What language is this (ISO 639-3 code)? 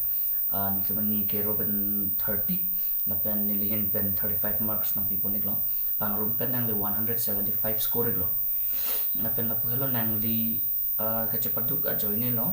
mjw